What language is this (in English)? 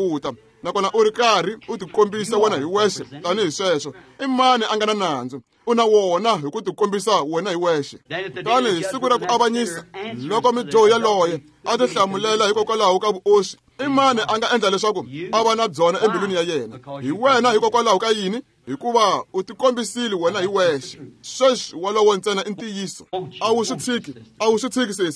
Tsonga